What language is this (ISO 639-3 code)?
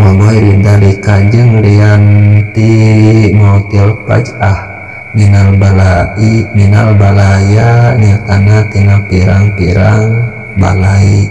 sun